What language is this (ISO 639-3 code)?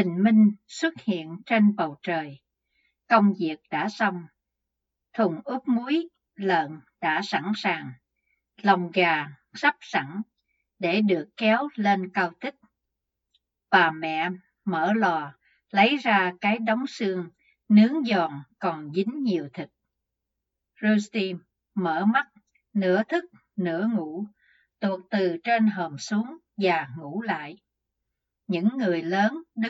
vie